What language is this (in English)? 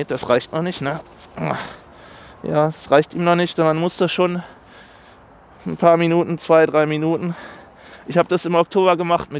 German